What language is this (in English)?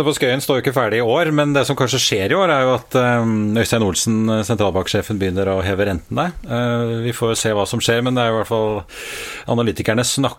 Norwegian